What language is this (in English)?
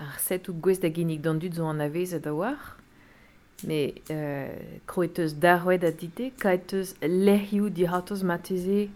Breton